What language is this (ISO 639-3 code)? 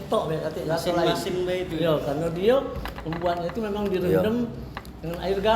mui